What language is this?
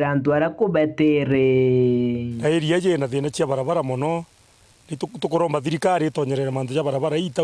Meru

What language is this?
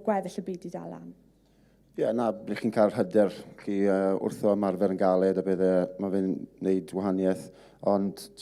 Welsh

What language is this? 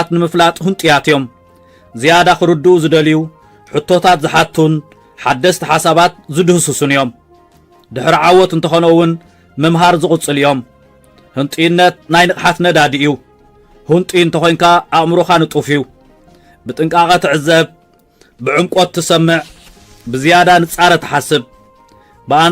Tigrinya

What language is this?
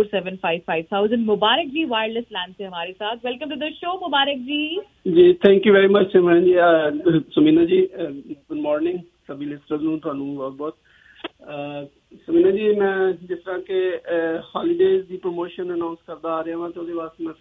Punjabi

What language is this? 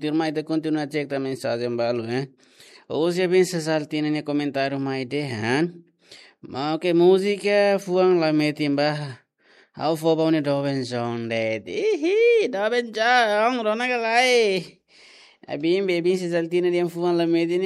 Tetum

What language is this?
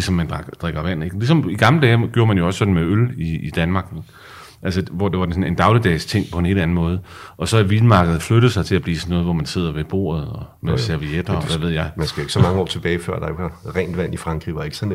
Danish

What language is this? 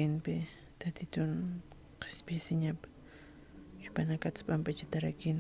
Aymara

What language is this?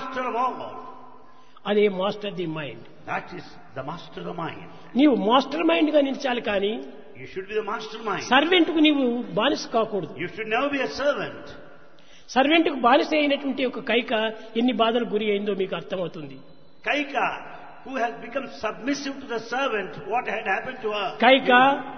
Telugu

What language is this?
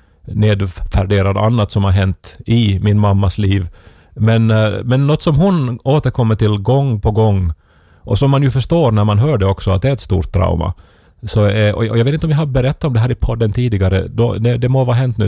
Swedish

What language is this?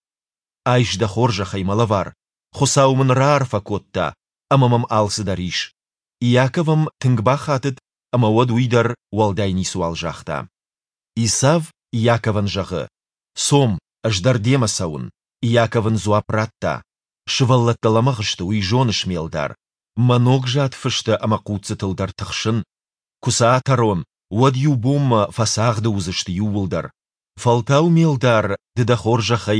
Ossetic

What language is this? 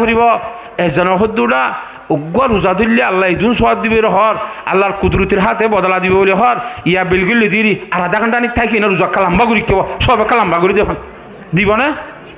Rohingya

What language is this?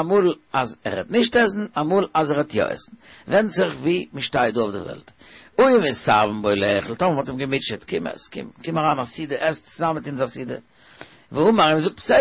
Yiddish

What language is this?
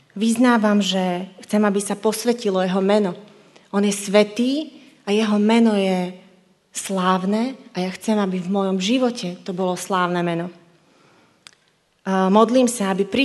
Slovak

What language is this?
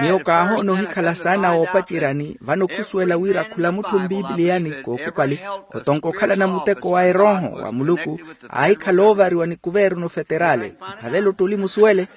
Makhuwa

